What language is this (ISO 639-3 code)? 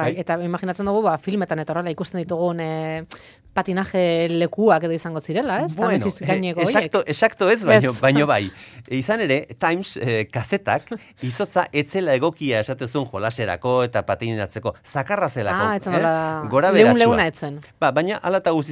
eus